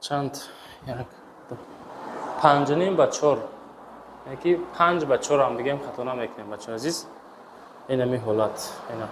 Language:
Tajik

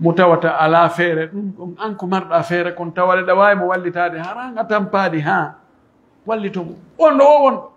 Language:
Pular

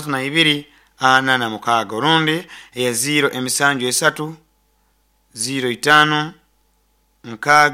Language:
Nyoro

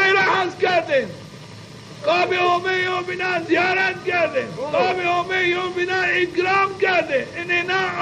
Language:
Zaza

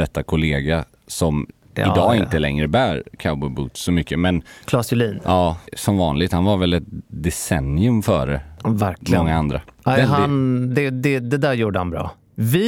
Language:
Swedish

